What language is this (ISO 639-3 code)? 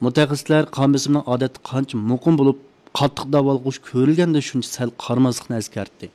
uig